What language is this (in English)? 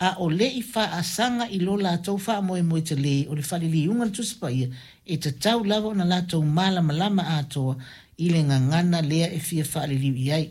Samoan